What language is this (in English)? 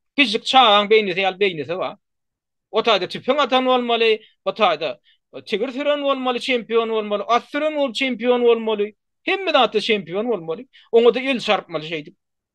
Turkmen